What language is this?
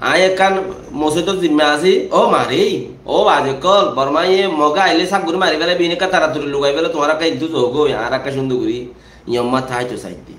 Rohingya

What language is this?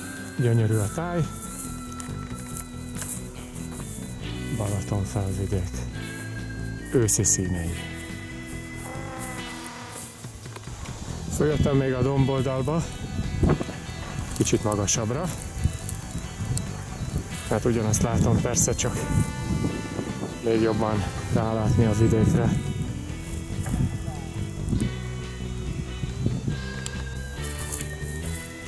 Hungarian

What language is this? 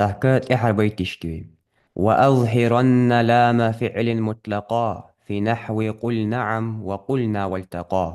Ingush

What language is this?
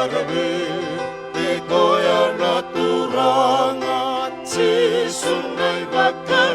Fijian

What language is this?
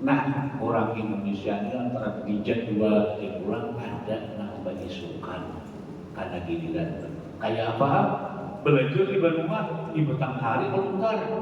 Banjar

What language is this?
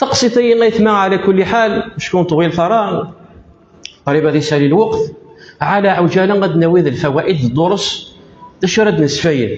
Kabyle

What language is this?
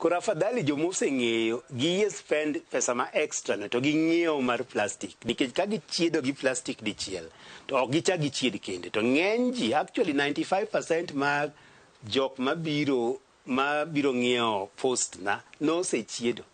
Luo (Kenya and Tanzania)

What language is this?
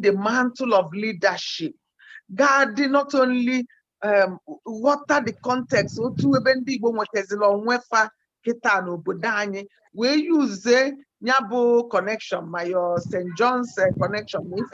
Igbo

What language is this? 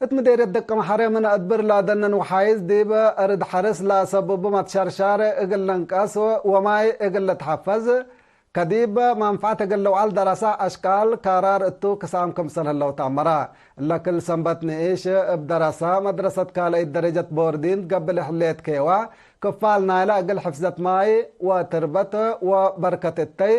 Tigre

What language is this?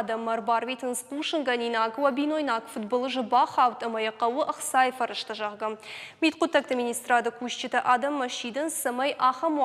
Ossetic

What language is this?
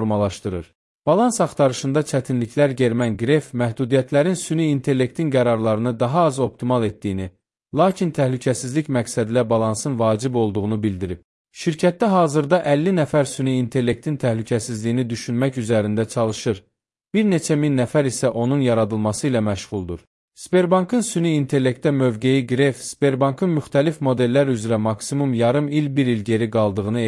Azerbaijani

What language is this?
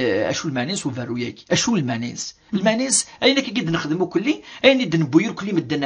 Kabyle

